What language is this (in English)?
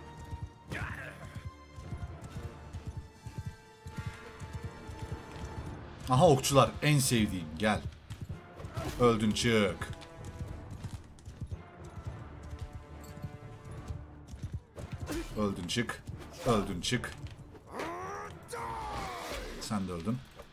Turkish